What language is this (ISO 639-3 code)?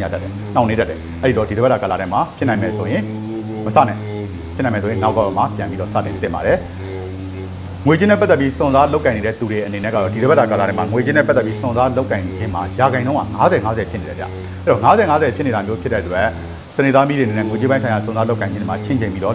mya